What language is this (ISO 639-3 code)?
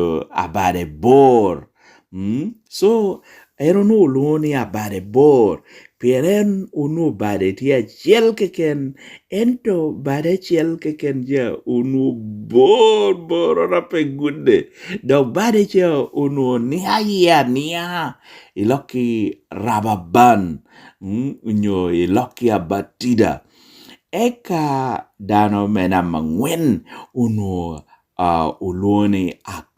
laj